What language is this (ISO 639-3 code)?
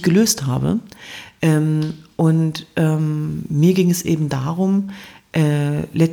deu